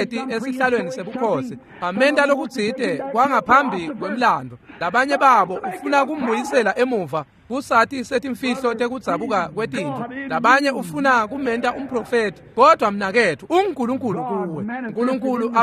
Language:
Swati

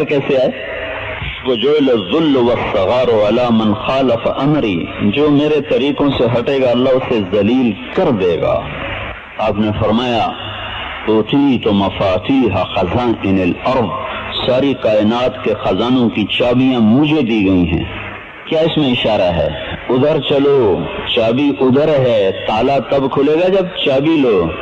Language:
Urdu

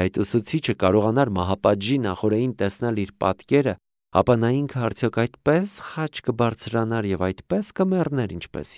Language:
Armenian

